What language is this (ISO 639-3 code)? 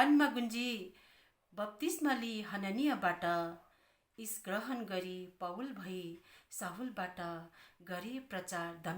nep